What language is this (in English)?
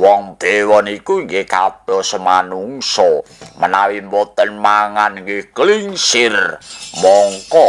Javanese